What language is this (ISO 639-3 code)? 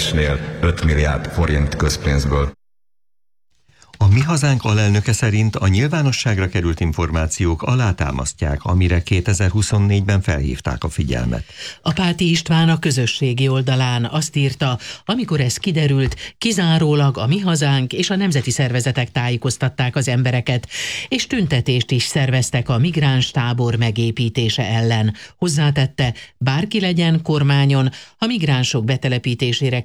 hun